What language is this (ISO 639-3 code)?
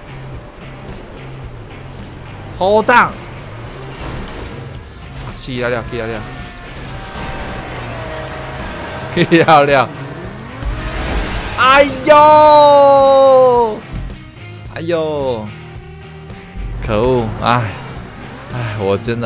zho